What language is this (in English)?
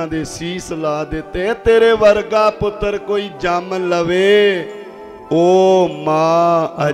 Punjabi